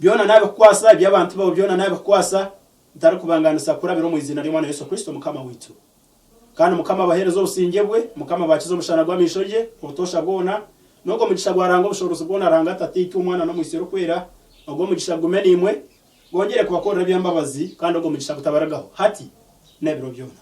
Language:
Nyankole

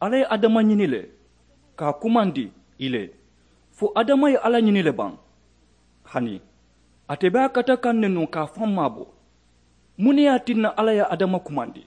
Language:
Mandingo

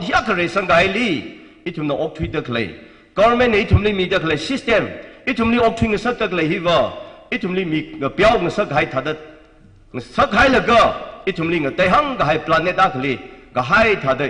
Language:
Tangkhul Naga (India)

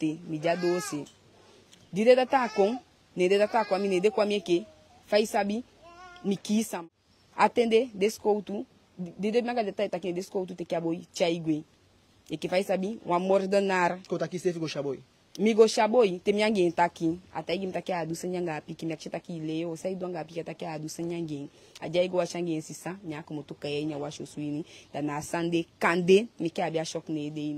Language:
Eastern Maroon Creole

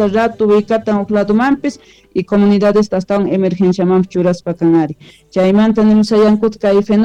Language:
Quechua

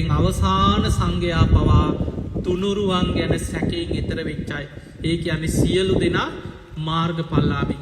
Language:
Sinhala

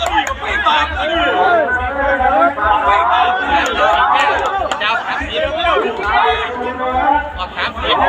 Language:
Lao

